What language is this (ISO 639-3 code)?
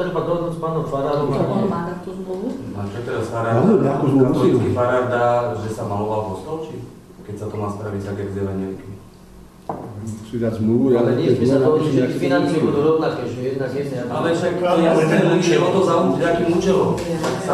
slk